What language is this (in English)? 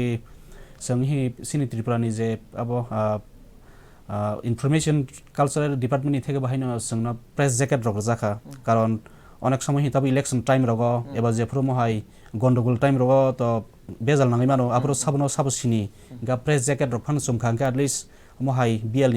Kok Borok